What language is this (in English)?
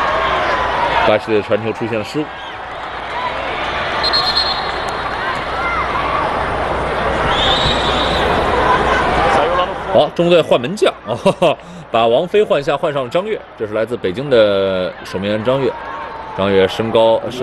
Chinese